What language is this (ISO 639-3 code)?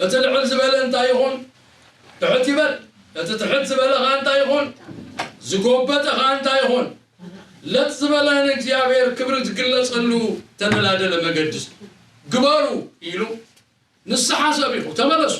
tir